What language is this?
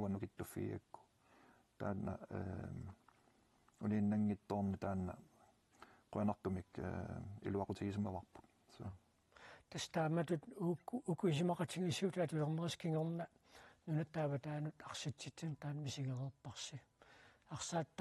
Kalaallisut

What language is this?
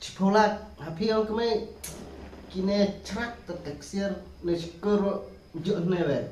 Khasi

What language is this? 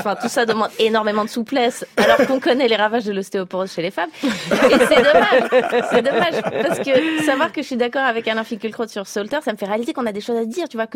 French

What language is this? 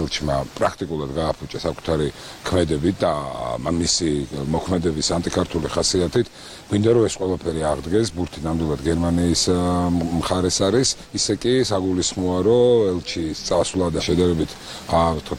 Georgian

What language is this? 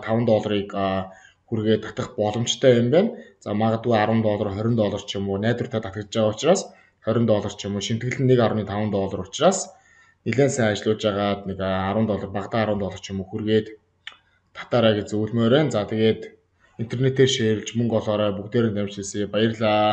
Mongolian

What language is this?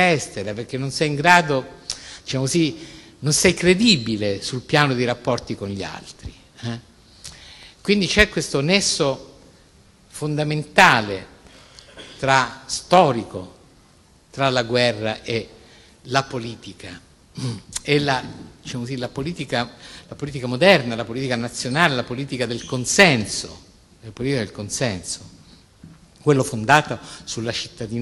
Italian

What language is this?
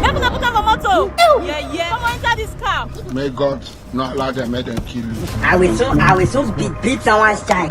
Nigerian Pidgin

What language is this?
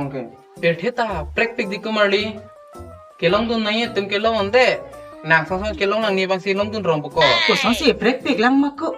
Karbi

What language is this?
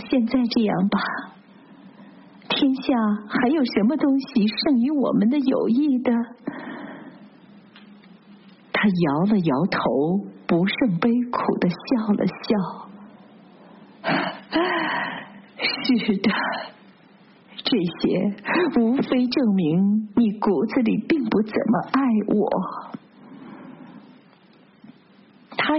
Chinese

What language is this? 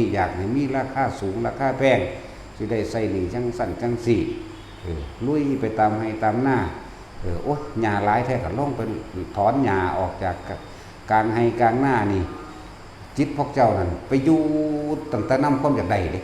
Northeastern Thai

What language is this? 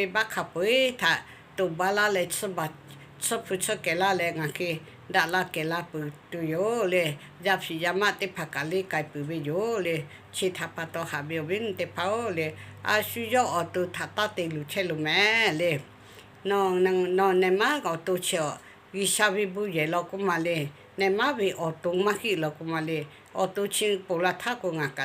Lahu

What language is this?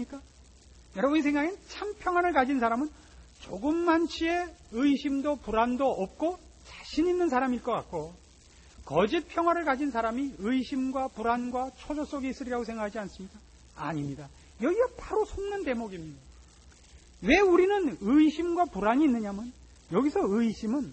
Korean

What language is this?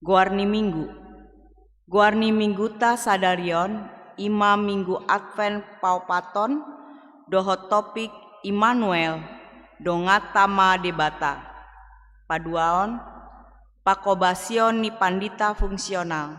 Batak Toba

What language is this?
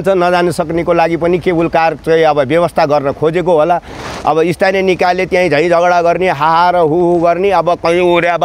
Nepali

